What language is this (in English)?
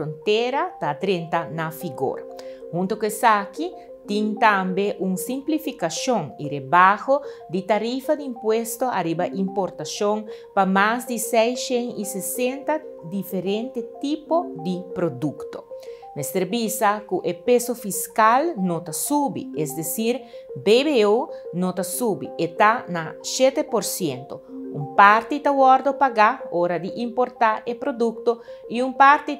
Papiamento